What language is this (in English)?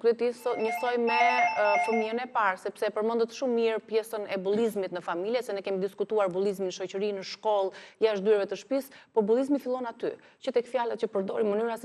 Albanian